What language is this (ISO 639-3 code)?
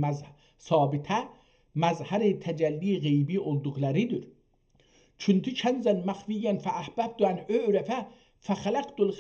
azb